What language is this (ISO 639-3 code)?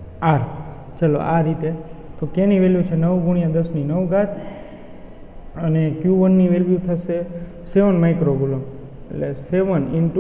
guj